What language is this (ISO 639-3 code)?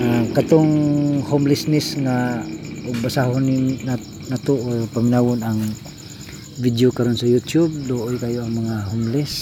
ceb